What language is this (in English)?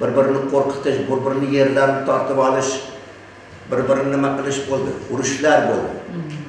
Uzbek